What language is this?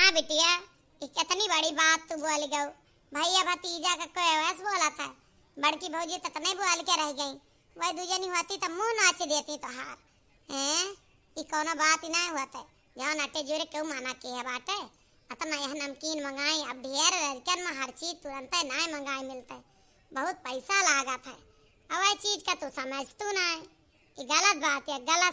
Awadhi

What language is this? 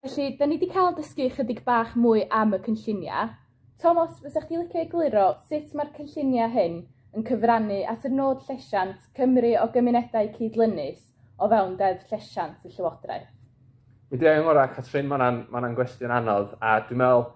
Welsh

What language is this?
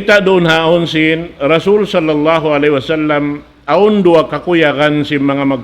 Tausug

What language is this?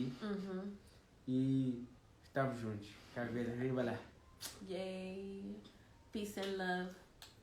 Kabuverdianu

